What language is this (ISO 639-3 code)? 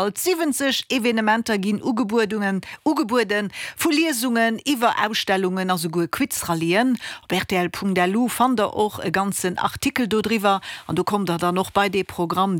ltz